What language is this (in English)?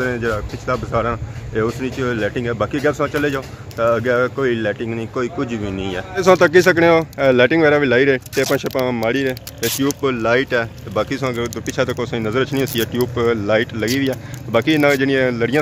Pahari-Potwari